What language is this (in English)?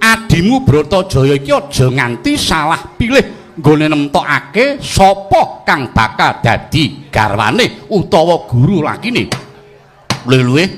Javanese